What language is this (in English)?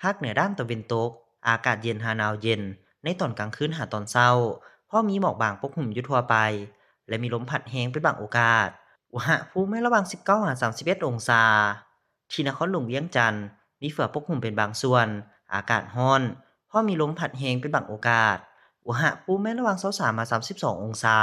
Lao